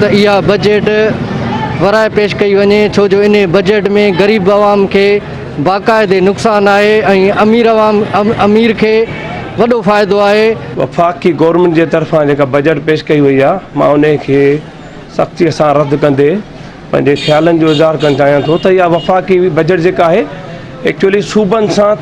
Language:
Sindhi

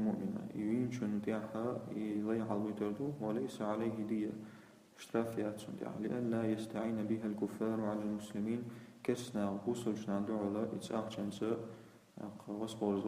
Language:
Chechen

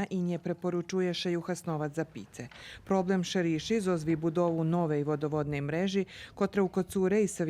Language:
Rusyn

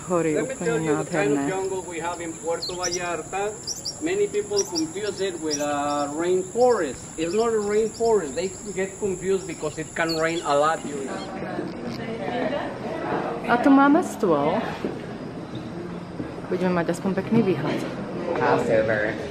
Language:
Slovak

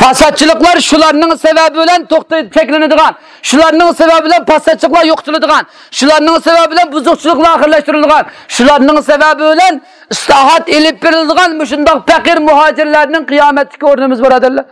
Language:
Uyghur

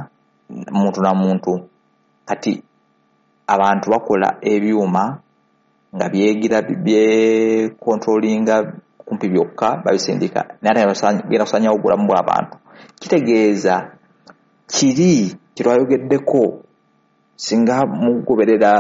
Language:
Ganda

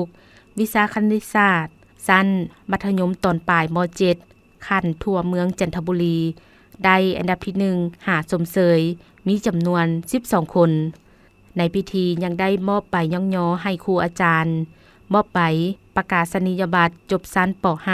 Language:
Lao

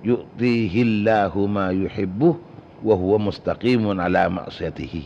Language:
Madurese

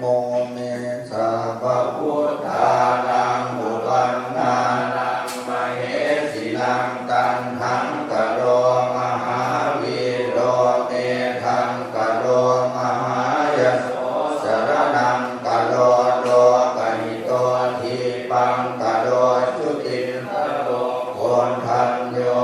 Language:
Pali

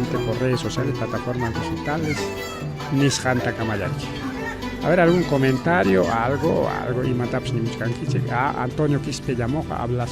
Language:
Ayacucho Quechua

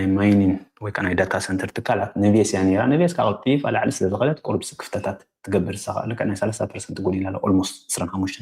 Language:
Tigrinya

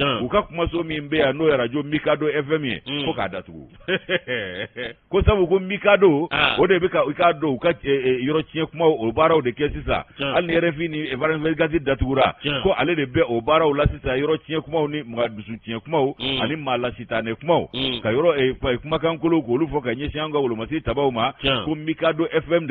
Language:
Bambara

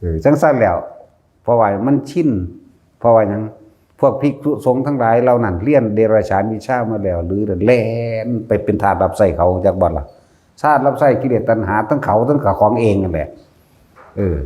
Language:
Northeastern Thai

